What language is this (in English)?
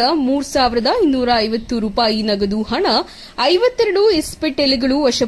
Kannada